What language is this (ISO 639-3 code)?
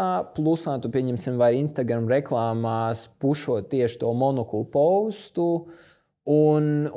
lav